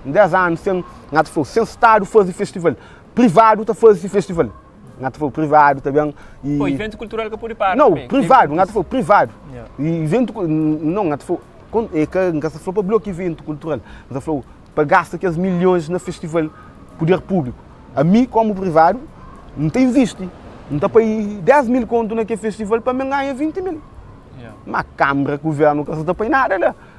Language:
Kabuverdianu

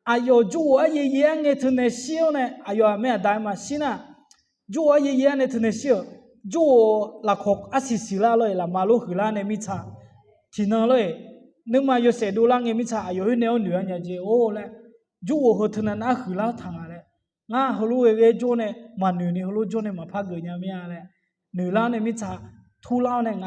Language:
Akha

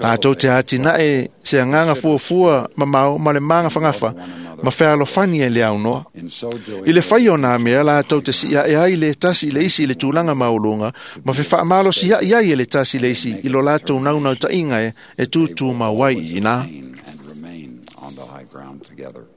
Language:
Samoan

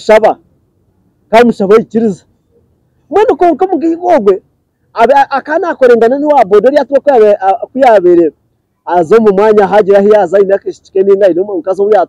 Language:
Nyankole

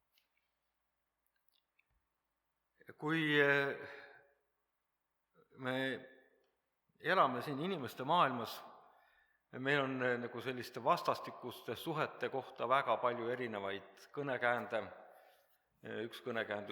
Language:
Estonian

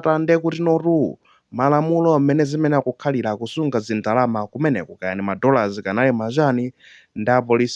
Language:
Nyanja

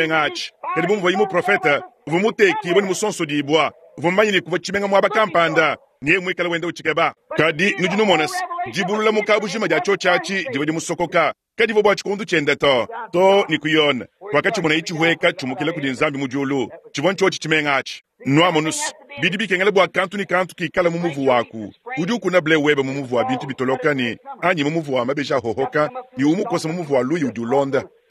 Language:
Luba-Lulua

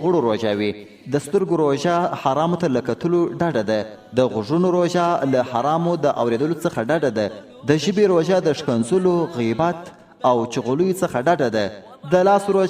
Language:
Pashto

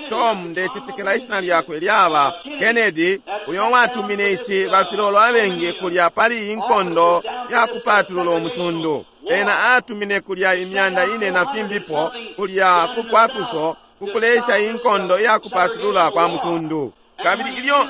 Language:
Bemba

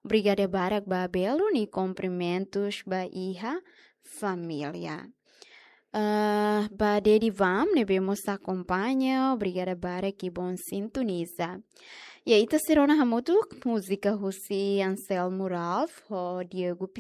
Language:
Tetum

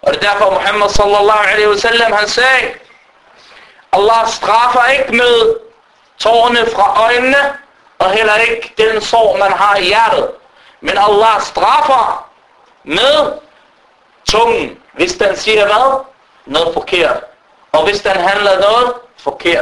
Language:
Danish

